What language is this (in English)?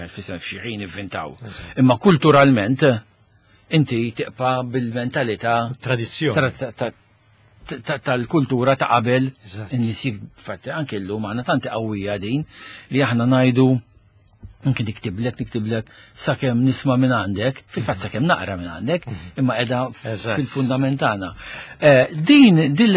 Maltese